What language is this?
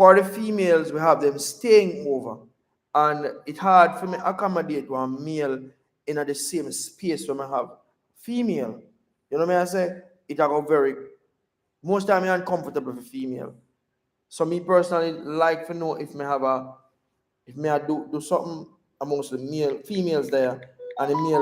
Jamaican Creole English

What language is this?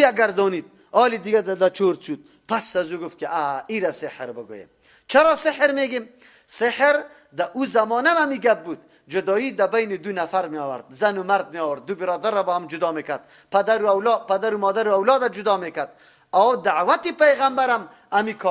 Persian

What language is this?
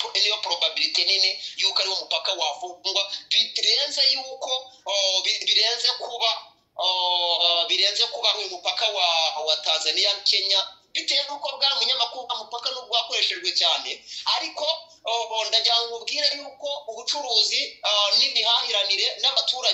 Rundi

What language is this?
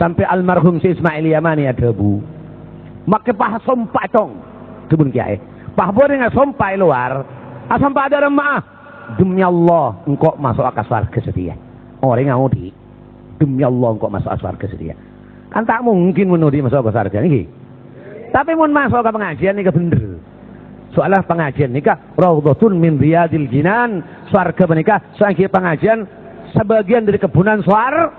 Madurese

